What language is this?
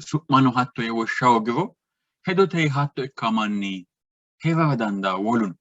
Sidamo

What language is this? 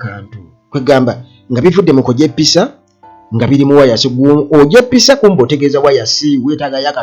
Ganda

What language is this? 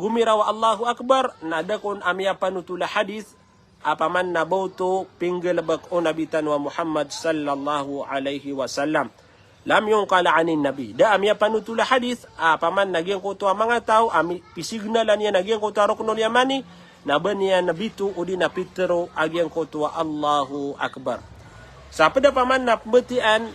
Maranao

